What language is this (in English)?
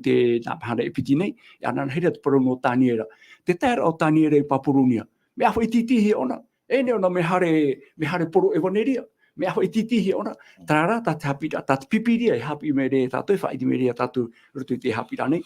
Tahitian